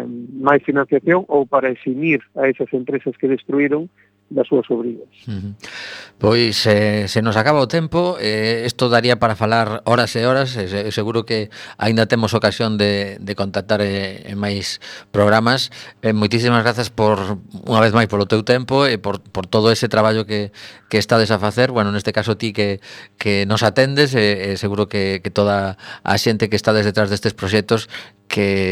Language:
Galician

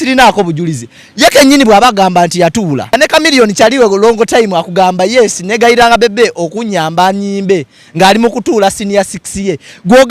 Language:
Ganda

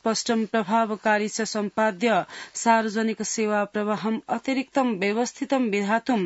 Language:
Sanskrit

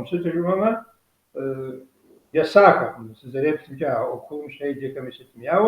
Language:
Kabardian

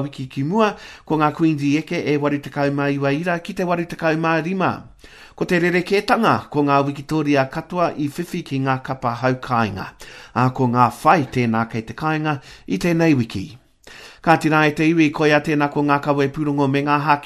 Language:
Māori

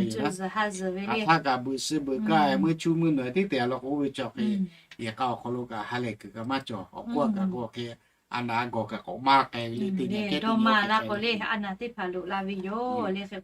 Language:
Lahu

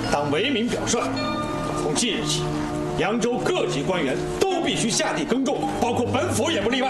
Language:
Chinese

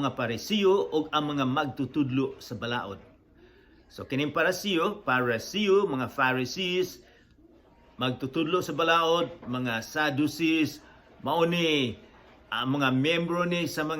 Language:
Cebuano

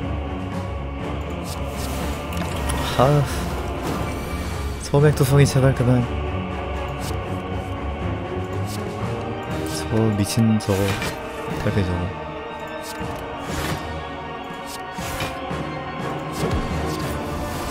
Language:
Korean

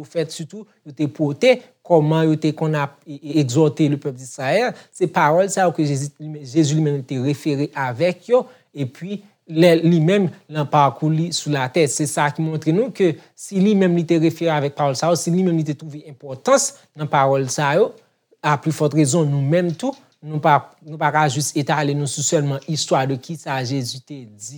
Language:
Haitian Creole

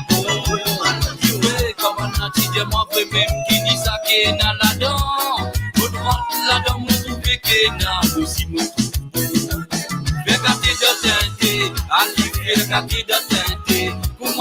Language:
Morisyen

